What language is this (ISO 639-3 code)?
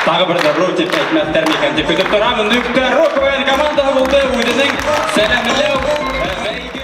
bak